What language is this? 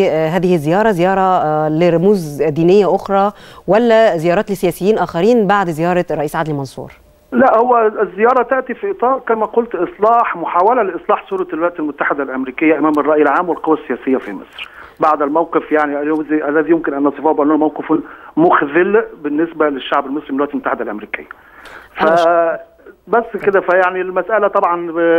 Egyptian Arabic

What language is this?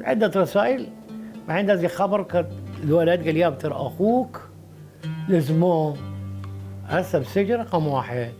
Mesopotamian Arabic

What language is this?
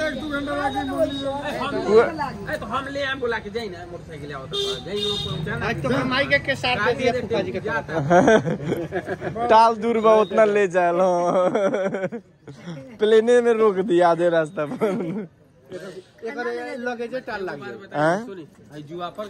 Bhojpuri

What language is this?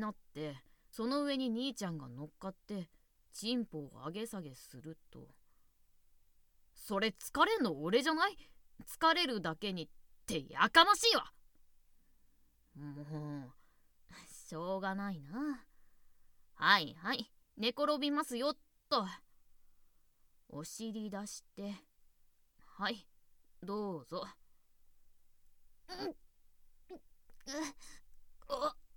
Japanese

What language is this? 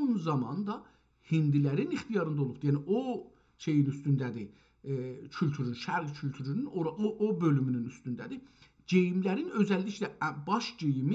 South Azerbaijani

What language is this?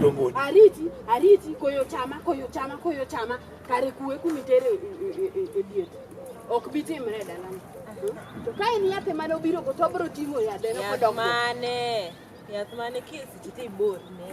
Luo (Kenya and Tanzania)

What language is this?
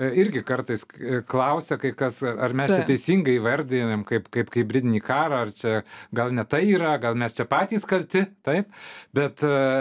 Lithuanian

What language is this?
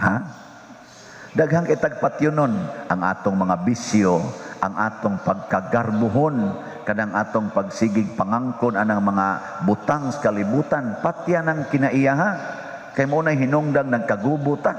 Cebuano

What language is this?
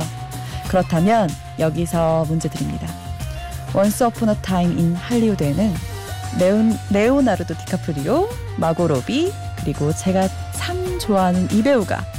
Korean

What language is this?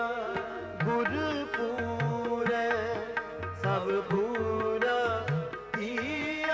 Punjabi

